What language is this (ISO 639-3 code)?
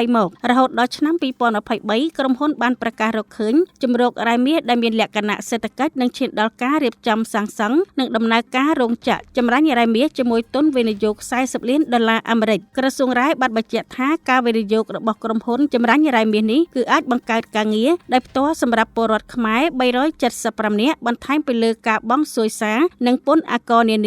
khm